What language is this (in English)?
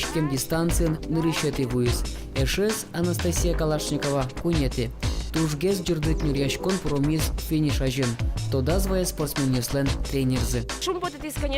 Udmurt